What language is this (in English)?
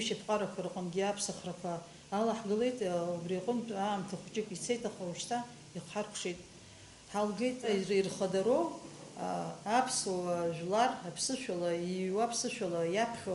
Abkhazian